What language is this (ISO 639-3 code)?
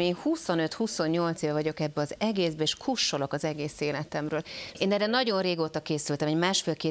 hun